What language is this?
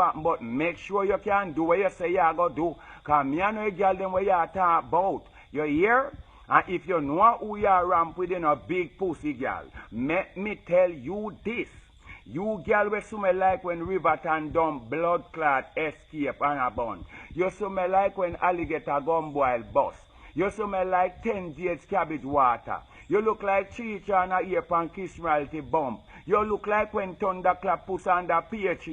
Jamaican Creole English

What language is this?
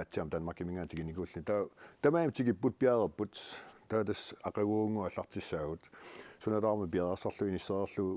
Kalaallisut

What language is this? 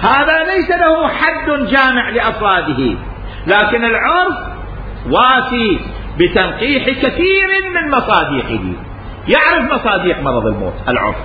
Mesopotamian Arabic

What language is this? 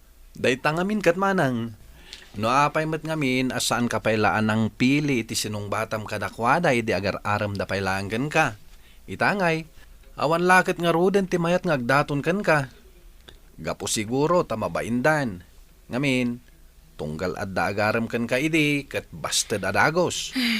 Iloko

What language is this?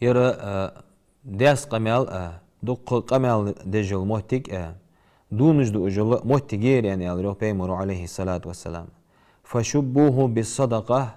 Ingush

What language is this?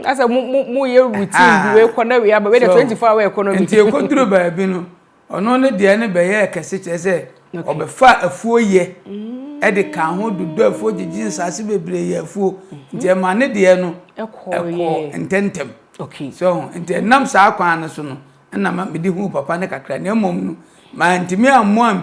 Akan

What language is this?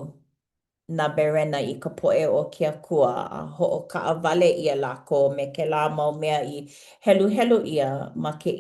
Hawaiian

